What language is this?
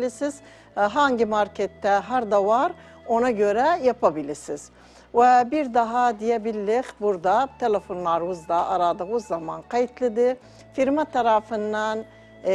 Turkish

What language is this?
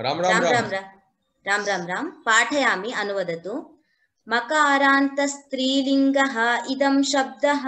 Sanskrit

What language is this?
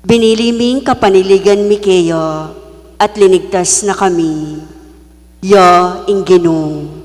Pampanga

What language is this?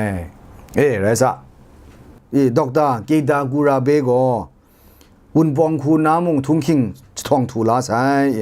Kachin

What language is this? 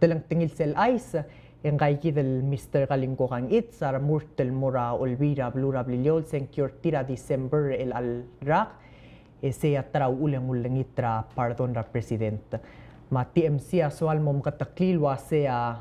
Palauan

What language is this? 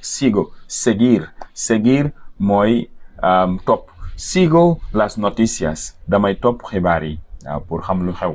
Wolof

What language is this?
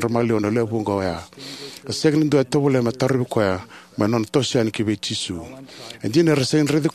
Fijian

